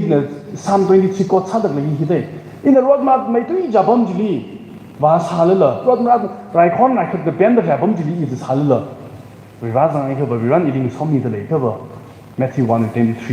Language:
Tangkhul Naga (India)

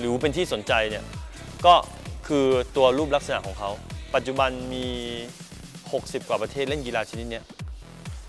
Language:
Thai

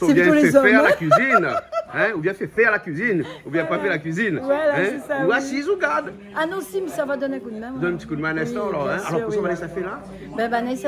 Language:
Réunion Creole French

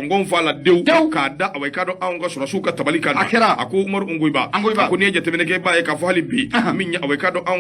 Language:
Bambara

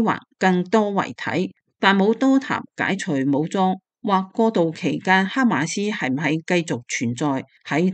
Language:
Cantonese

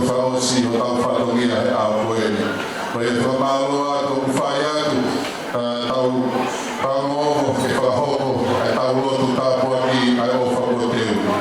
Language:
Tongan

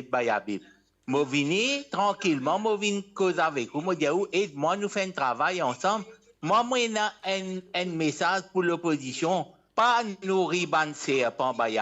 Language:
Morisyen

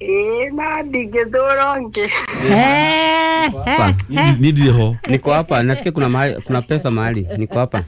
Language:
Kikuyu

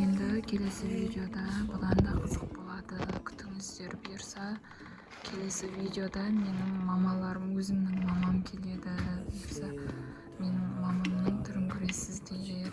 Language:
Kazakh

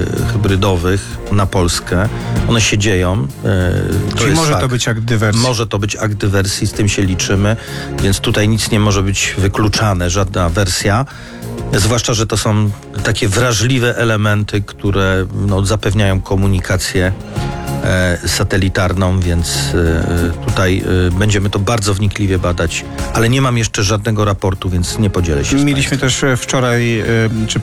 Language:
Polish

